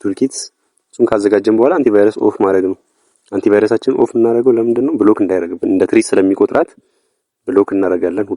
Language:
Amharic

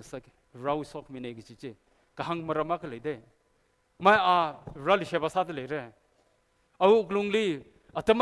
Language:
Tangkhul Naga (India)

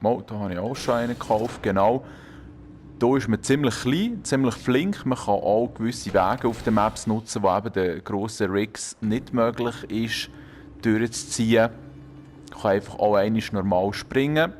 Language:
Swiss German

